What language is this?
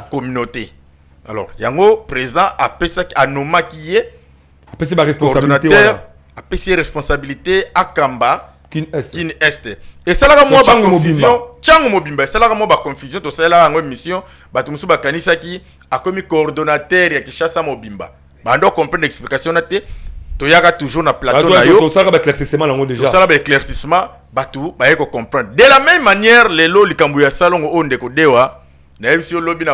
Lingala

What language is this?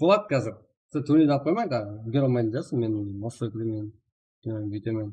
Kara-Kalpak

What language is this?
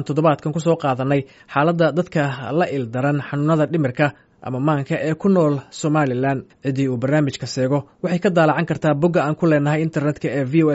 Somali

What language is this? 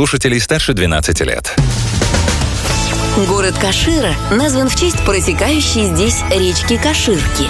Russian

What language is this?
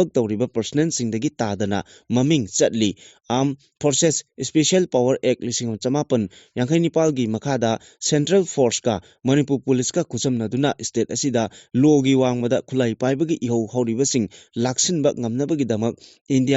Manipuri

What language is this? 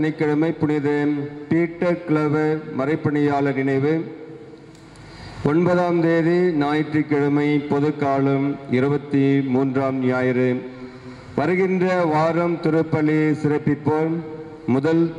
Tamil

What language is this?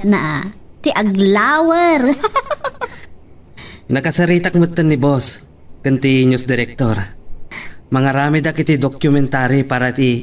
Iloko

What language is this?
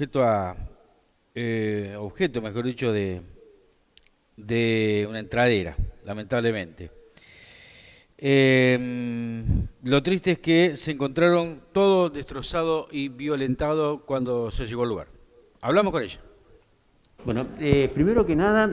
Spanish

